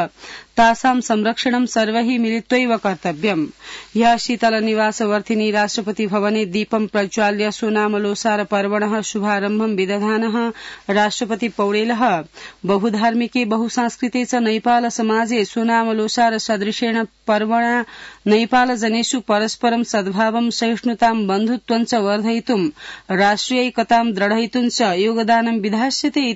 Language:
Sanskrit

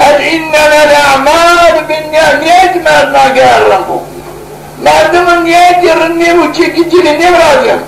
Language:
Zaza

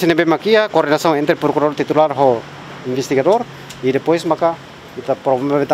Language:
Tetum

